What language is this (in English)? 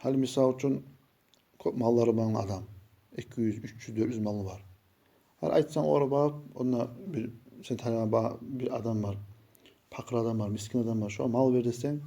Kumyk